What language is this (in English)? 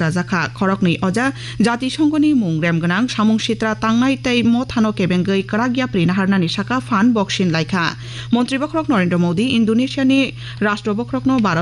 Kok Borok